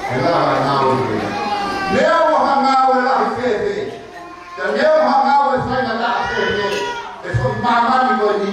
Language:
Tongan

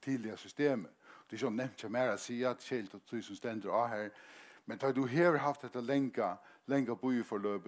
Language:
Faroese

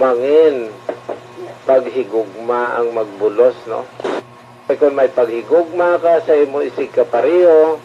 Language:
Hiligaynon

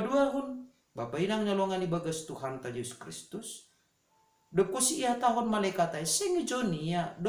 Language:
Batak Simalungun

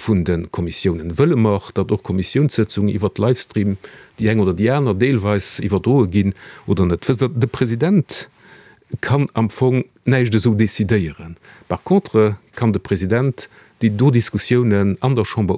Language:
Luxembourgish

